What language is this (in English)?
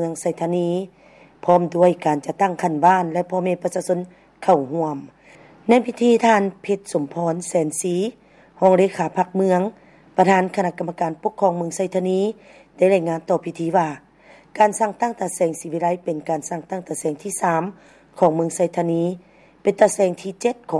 Lao